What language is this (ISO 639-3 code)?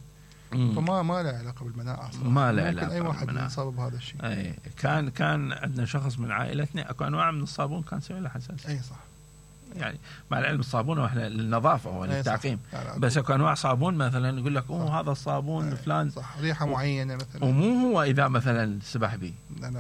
acm